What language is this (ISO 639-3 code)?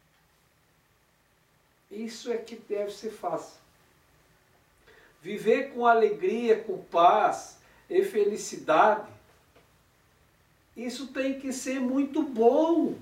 por